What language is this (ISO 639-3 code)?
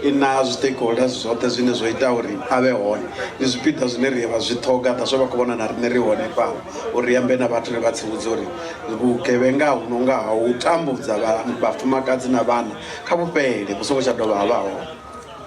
ven